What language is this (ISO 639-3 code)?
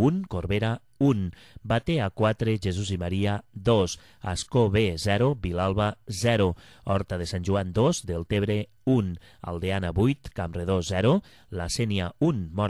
cat